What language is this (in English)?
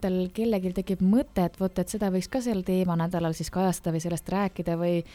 Estonian